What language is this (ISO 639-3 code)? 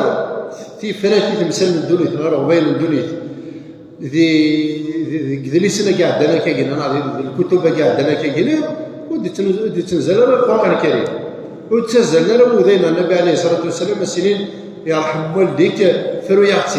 kab